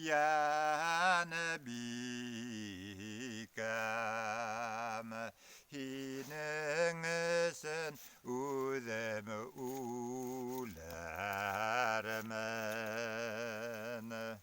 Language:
Bashkir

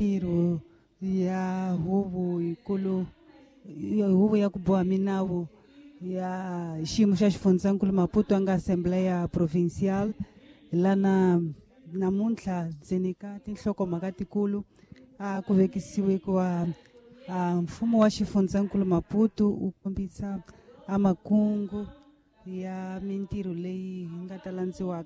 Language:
Tsonga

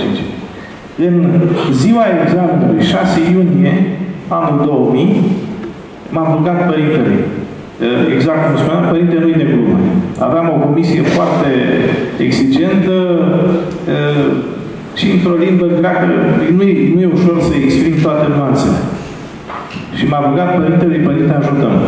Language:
Romanian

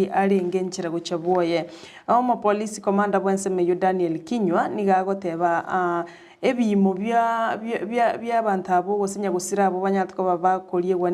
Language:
Gusii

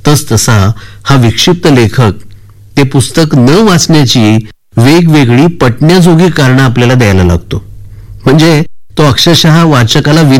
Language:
Marathi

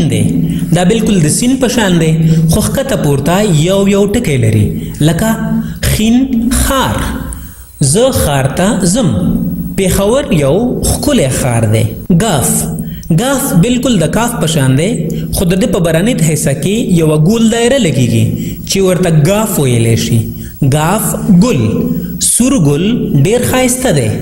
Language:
Pashto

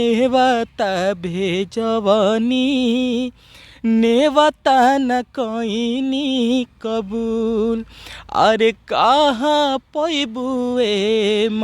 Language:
Bhojpuri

